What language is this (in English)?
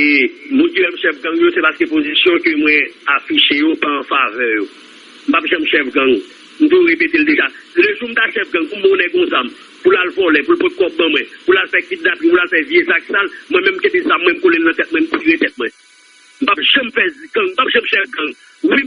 Haitian Creole